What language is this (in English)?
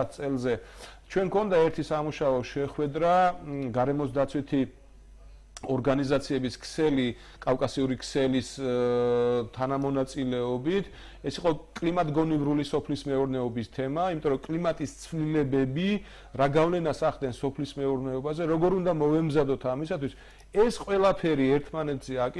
Georgian